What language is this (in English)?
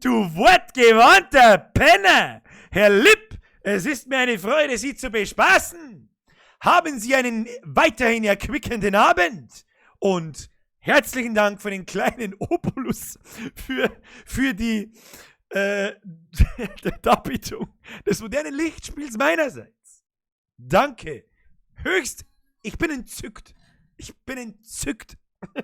Bavarian